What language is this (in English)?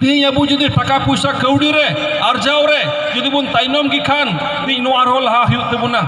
Santali